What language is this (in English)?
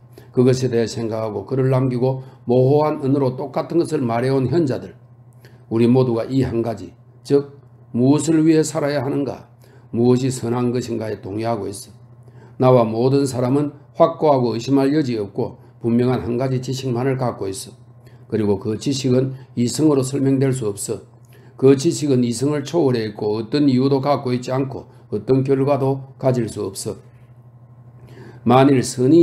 Korean